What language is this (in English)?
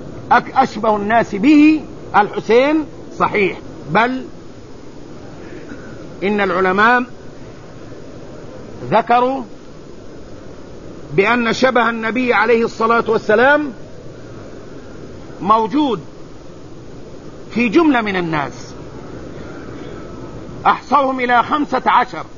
Arabic